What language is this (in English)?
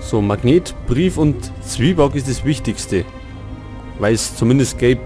Bavarian